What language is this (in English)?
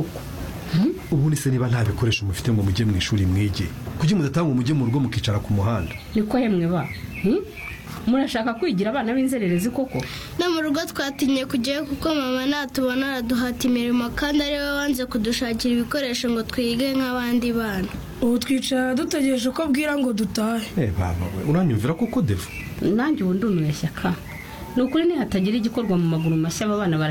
Kinyarwanda